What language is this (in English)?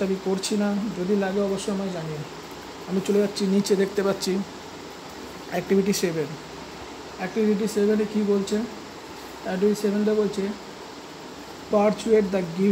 Bangla